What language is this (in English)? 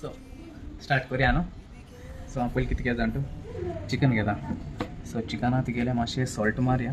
Konkani